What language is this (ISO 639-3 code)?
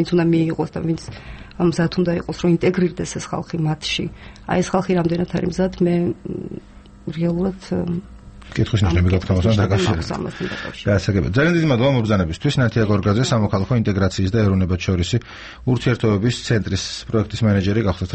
kat